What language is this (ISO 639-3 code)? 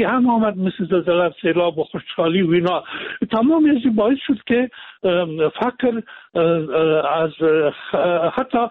fas